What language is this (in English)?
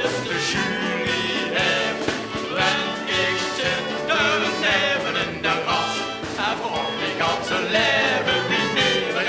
Limburgish